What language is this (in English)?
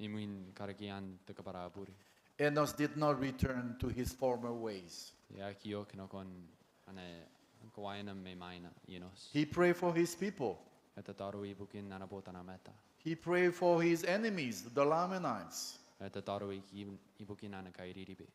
Gilbertese